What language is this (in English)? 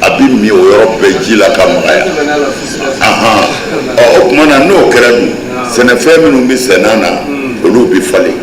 Bambara